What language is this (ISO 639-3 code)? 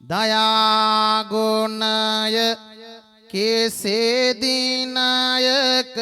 sin